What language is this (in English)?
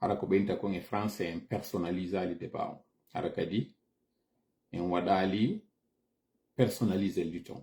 Fula